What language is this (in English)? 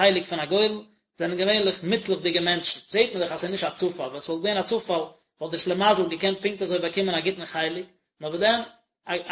Yiddish